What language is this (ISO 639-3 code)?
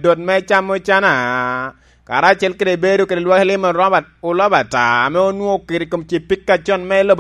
laj